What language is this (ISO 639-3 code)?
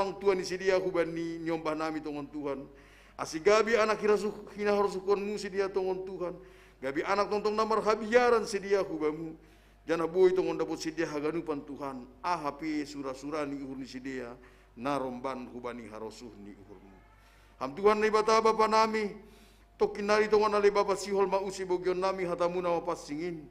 bts